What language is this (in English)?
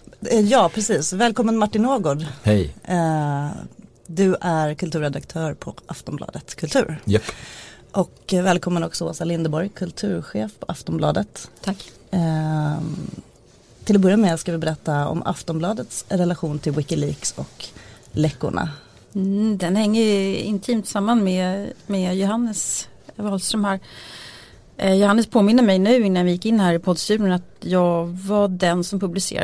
Swedish